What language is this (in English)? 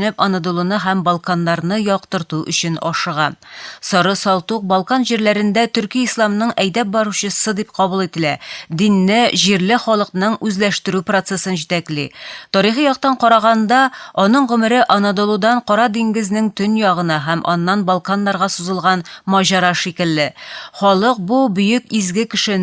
Tatar